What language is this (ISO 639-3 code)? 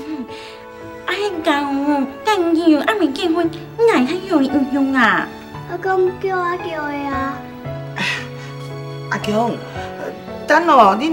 nan